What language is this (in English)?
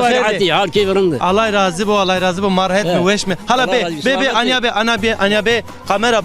Zaza